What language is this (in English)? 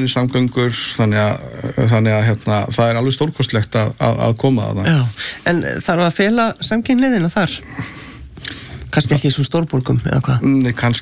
Icelandic